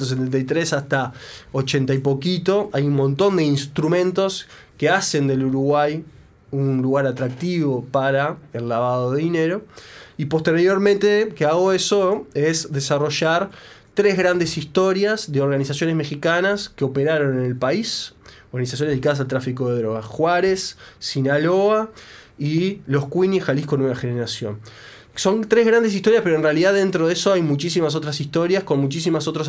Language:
Spanish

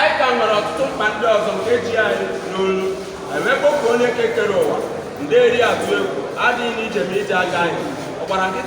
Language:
Igbo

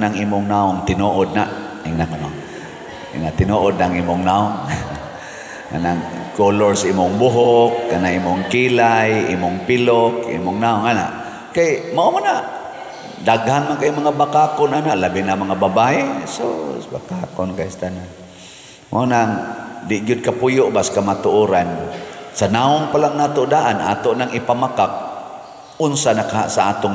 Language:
Cebuano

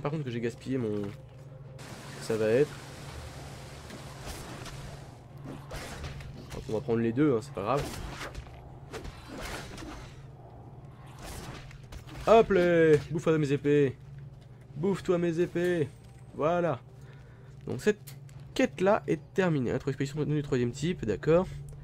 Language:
French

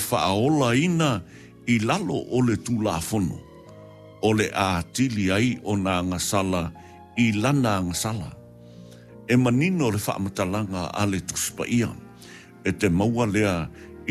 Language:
Samoan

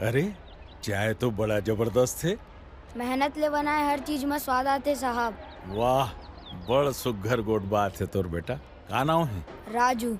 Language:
Chhattisgarhi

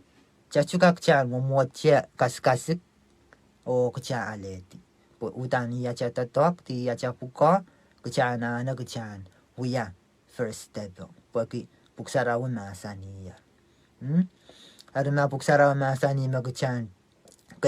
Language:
Pohnpeian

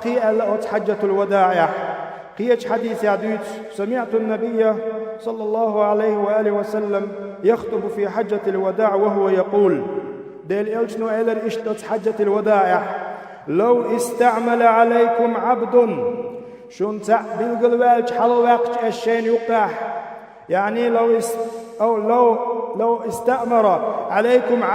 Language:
Chechen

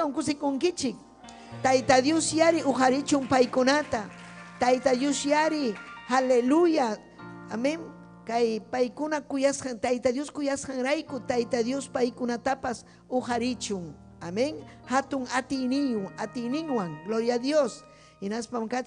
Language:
Ayacucho Quechua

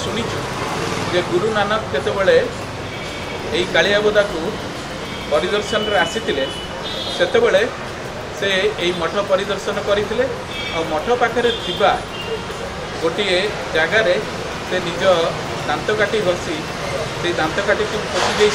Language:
Odia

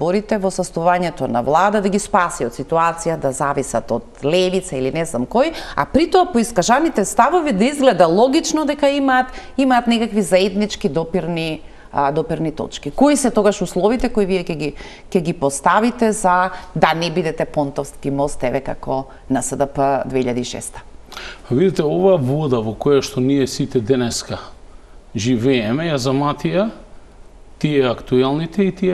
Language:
Macedonian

